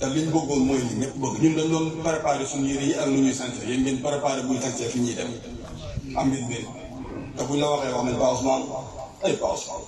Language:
Wolof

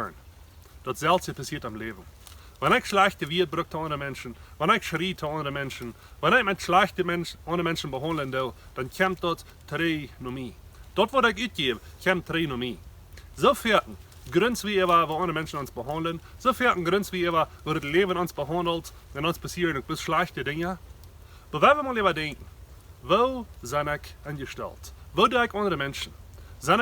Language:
Plautdietsch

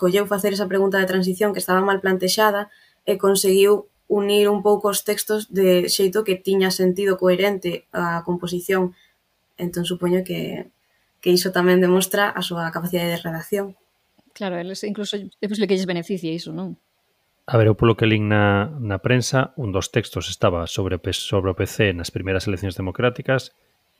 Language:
Galician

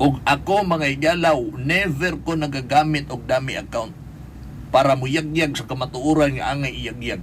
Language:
Cebuano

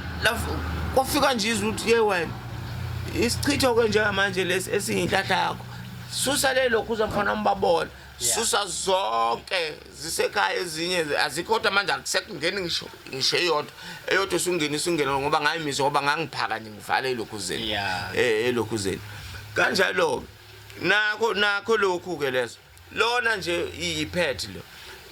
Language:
Zulu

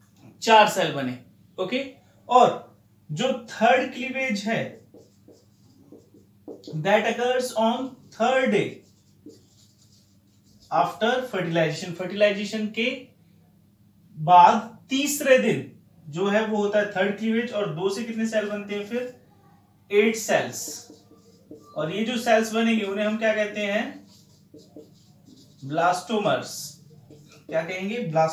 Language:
Hindi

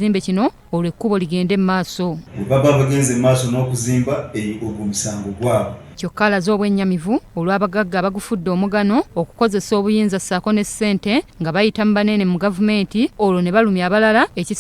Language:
Ganda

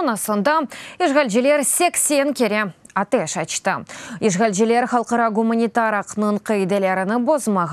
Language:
Crimean Tatar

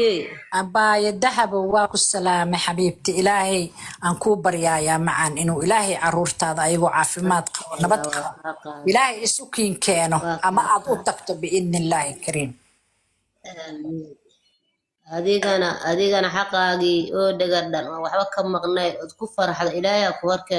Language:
Somali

